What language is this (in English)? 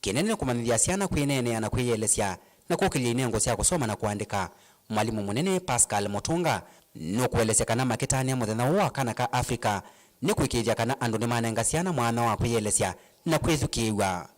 Kamba